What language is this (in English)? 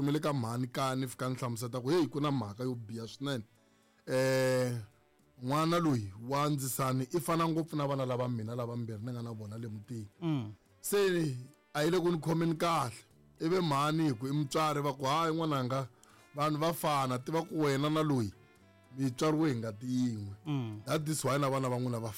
Tsonga